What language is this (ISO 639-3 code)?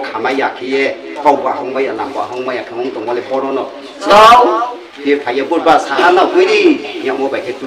ria